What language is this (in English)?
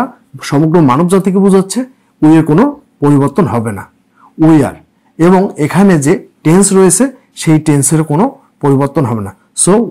Bangla